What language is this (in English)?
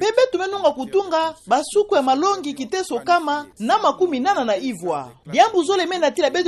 Kituba (Democratic Republic of Congo)